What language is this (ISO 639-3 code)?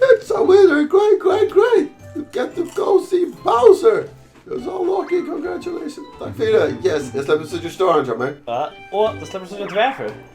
fao